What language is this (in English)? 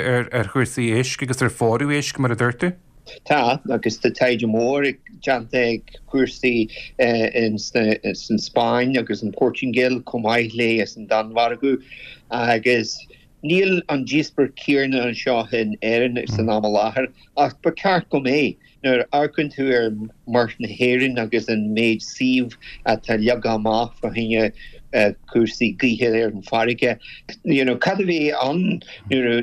Irish